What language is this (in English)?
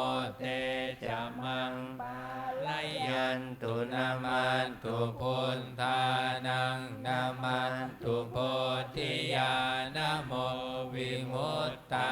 Pali